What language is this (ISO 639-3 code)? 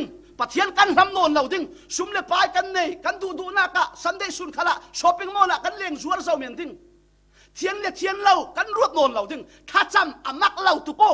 cfm